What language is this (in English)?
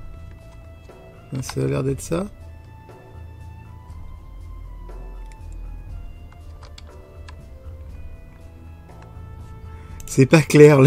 French